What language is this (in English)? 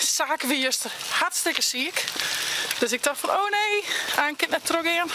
Western Frisian